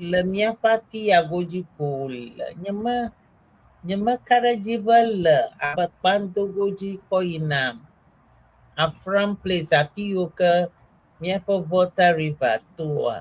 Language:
Ewe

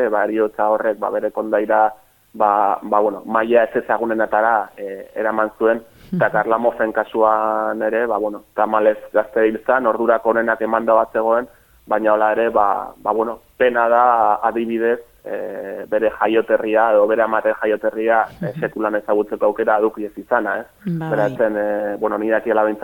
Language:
Basque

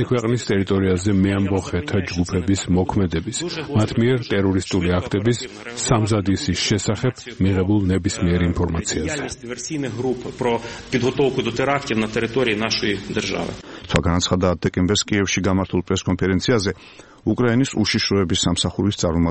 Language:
Georgian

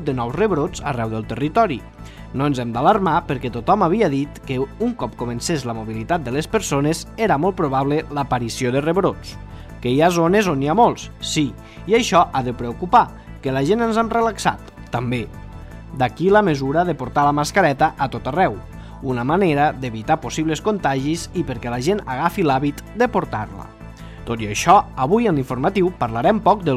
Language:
Catalan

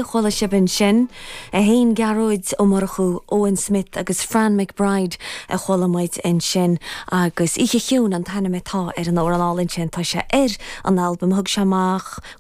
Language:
Irish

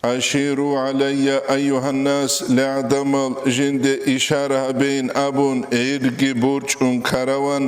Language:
Avaric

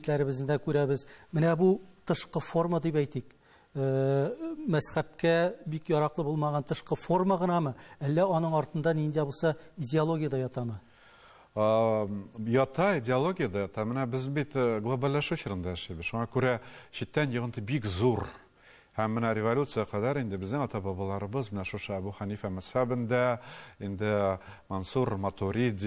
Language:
Tatar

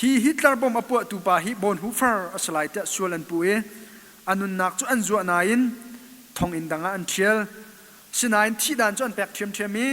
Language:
Hakha Chin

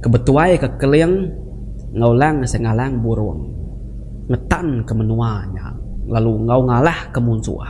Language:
Iban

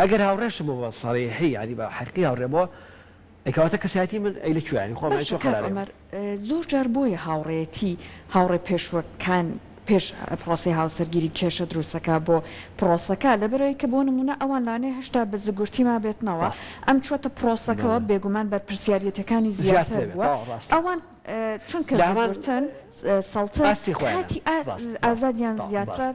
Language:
Central Kurdish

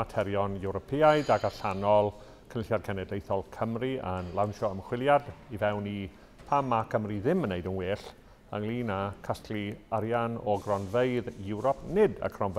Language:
Welsh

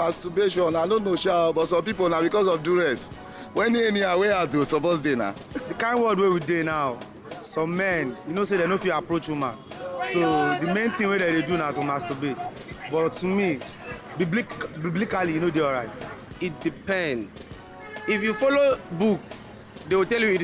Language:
Nigerian Pidgin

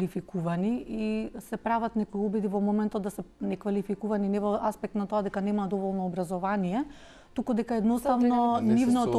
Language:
Macedonian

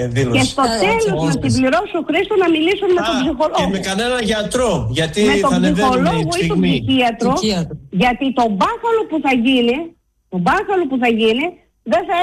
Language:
Greek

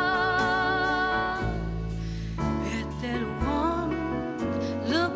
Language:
Estonian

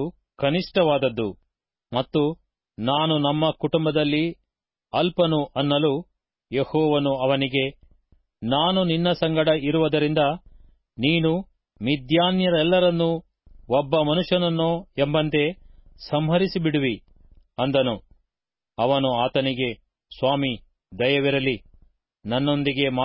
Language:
Kannada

